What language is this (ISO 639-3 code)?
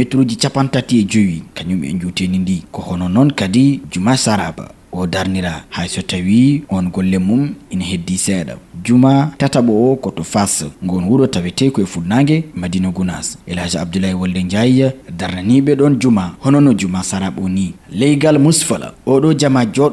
ful